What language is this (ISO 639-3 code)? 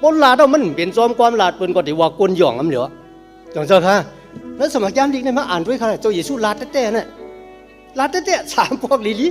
shn